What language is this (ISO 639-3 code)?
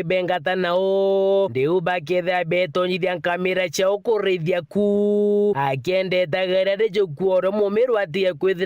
mer